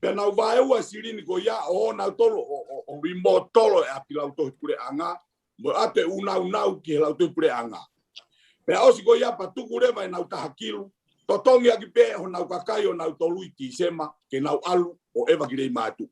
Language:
Tongan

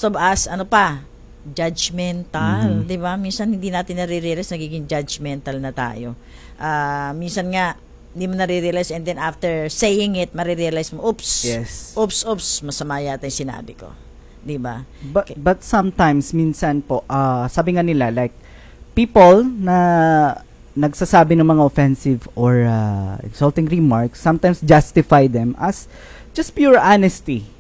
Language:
Filipino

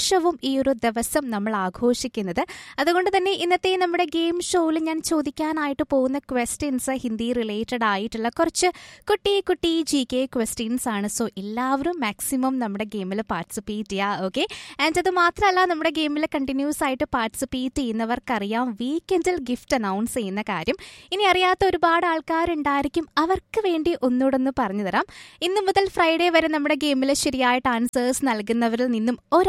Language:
Malayalam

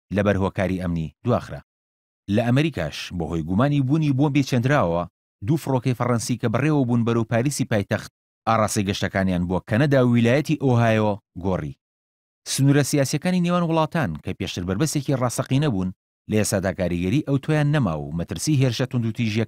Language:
Central Kurdish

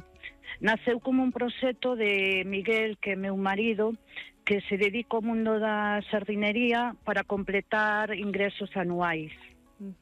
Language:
Galician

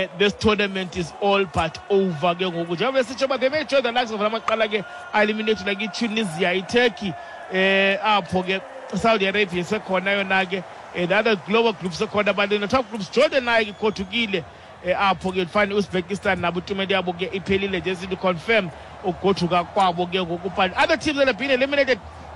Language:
Xhosa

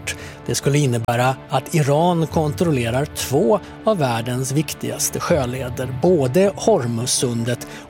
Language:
Swedish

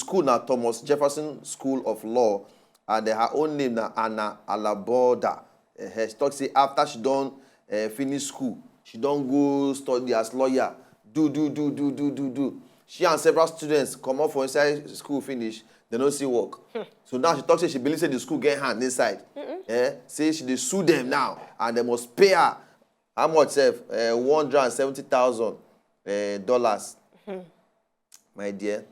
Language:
Nigerian Pidgin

